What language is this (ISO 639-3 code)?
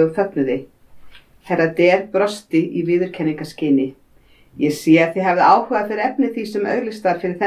isl